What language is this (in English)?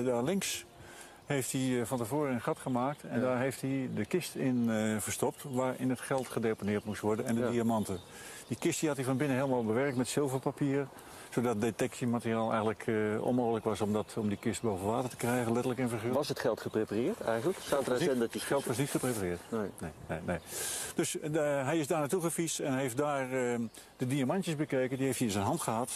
Dutch